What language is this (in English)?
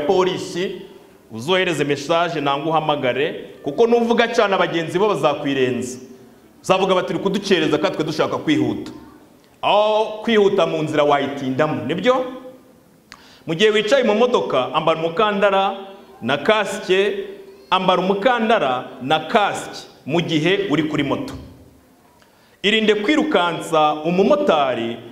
Kinyarwanda